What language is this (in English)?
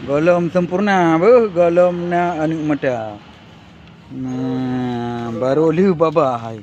Achinese